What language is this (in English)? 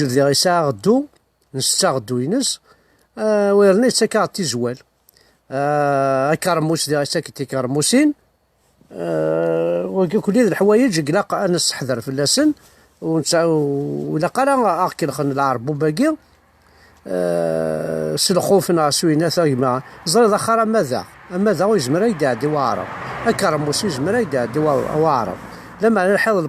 Kabyle